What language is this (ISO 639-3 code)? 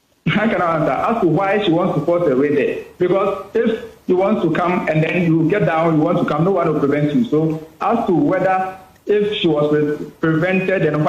ewe